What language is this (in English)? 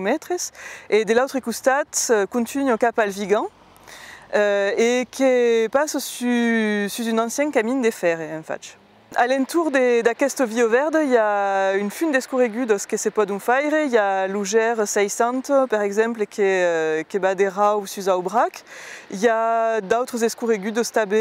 Occitan